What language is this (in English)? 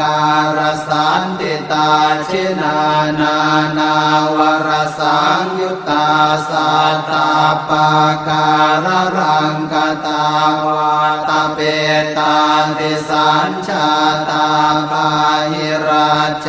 Pali